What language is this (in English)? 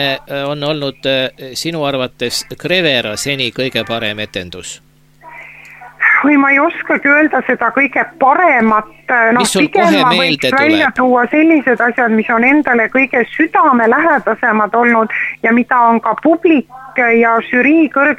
Estonian